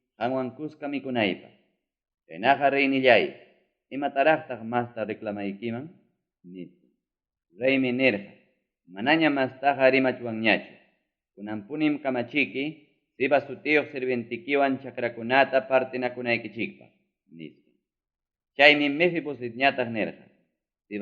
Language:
Ayacucho Quechua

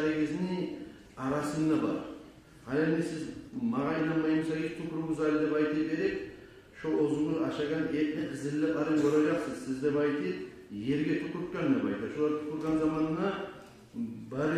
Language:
Kumyk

